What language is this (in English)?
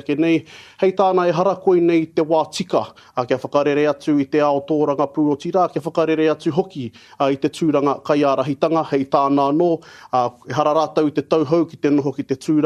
Māori